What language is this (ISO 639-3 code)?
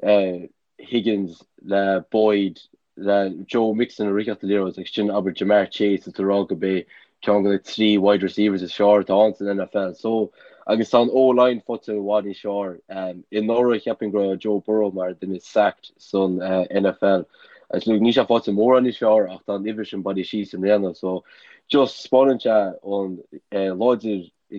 gle